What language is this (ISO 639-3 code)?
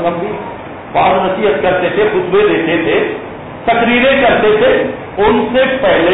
urd